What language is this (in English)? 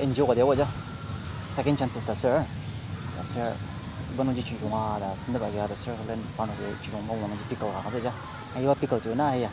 Ao Naga